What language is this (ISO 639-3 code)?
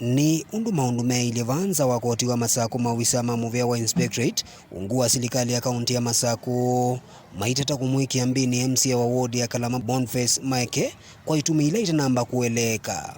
kam